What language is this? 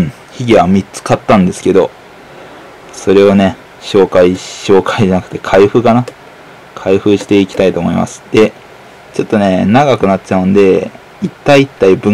Japanese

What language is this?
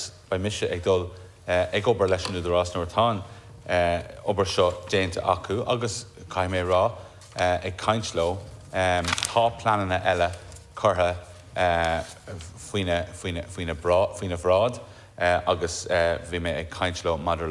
Irish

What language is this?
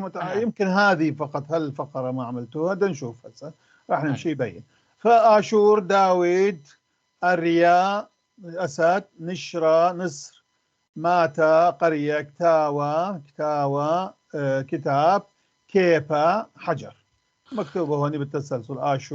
North Levantine Arabic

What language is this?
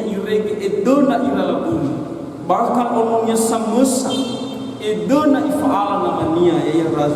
Nias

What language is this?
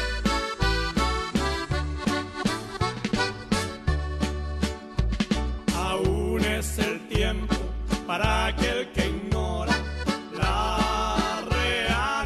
Spanish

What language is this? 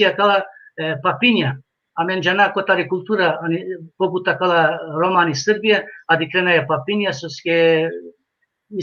Balkan Romani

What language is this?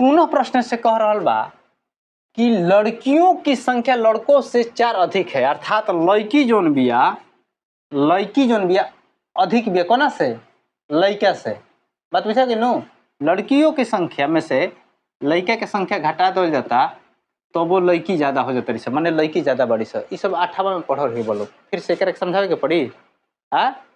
Bhojpuri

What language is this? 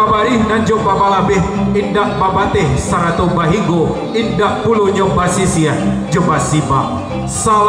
Minangkabau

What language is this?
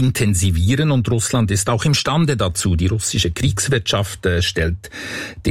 German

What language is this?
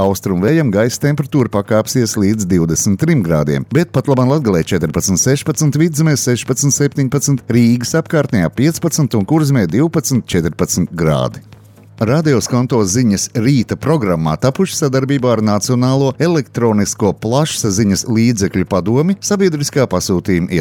Latvian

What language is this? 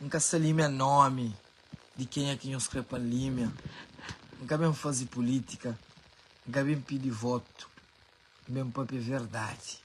Kabuverdianu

